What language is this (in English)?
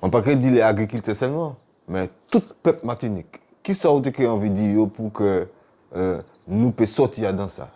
Guadeloupean Creole French